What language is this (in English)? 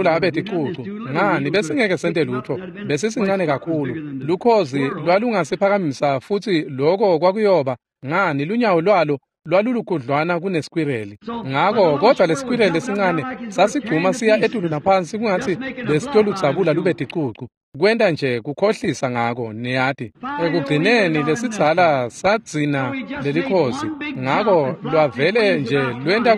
Swati